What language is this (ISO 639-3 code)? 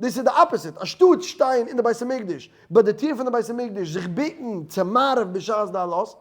yid